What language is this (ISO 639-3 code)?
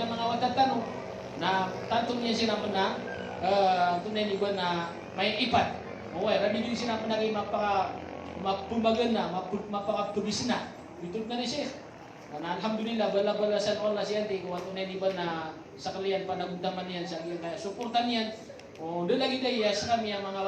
mrw